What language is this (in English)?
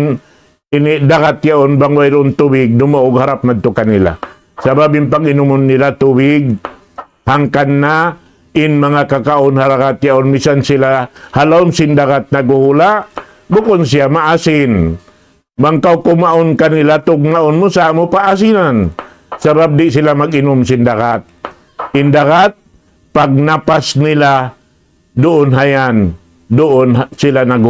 Tausug